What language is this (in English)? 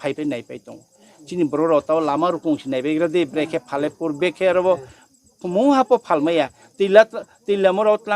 Riang (India)